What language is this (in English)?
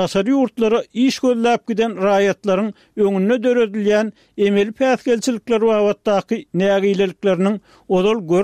Turkmen